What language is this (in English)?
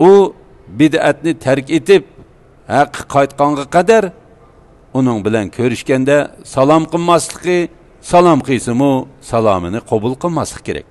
Uyghur